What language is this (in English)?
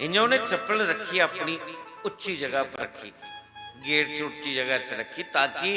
Dogri